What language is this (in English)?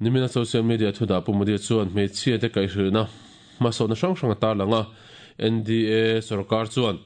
Mizo